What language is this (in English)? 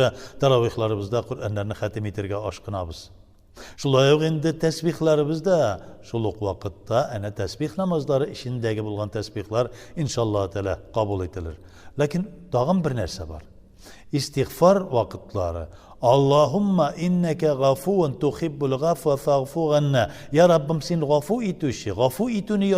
Tatar